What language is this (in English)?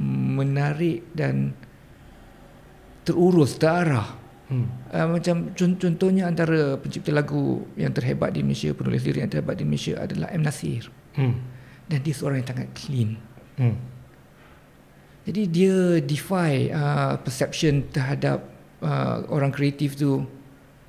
Malay